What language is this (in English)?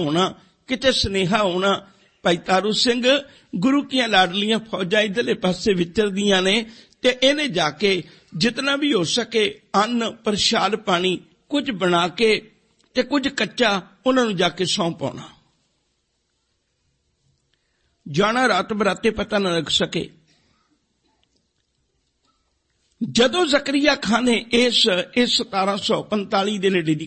Punjabi